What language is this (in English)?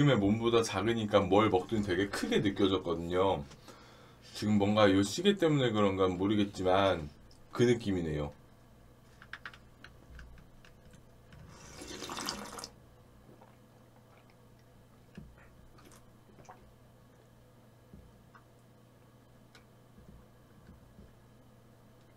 Korean